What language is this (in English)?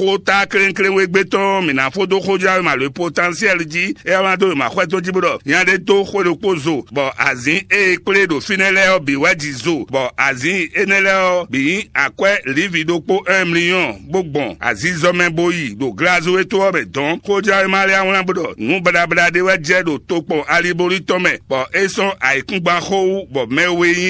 Fon